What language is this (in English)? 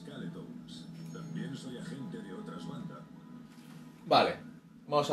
Spanish